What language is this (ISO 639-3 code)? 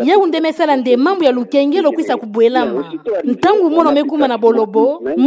ktu